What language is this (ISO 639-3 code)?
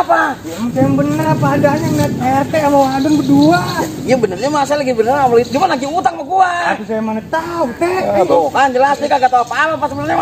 bew